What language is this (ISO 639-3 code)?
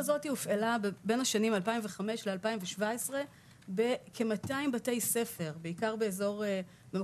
heb